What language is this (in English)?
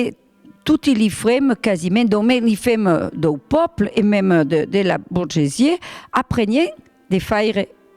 Occitan